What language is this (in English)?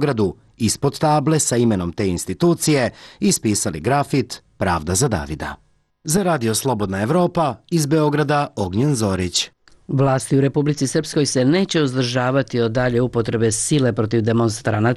Serbian